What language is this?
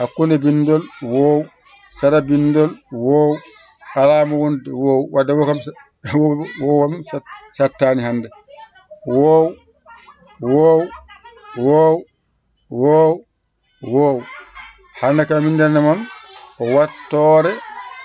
Fula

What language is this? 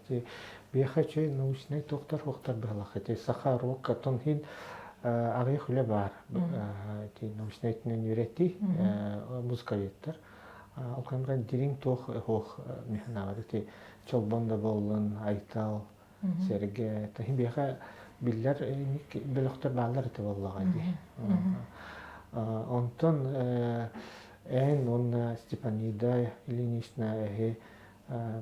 Yakut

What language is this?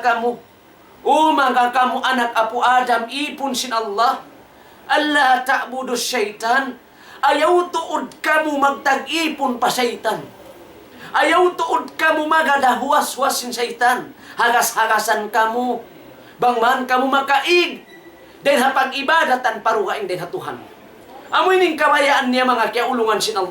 Tausug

